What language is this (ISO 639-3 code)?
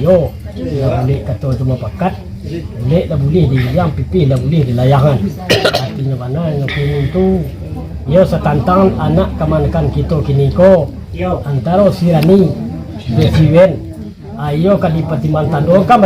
min